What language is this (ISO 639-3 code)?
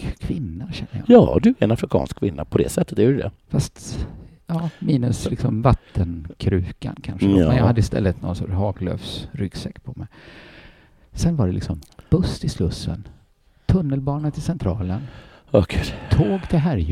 swe